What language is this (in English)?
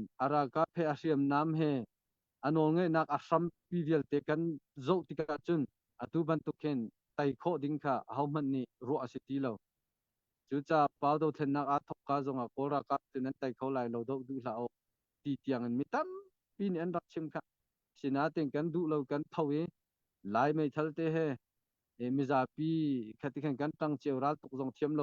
Hakha Chin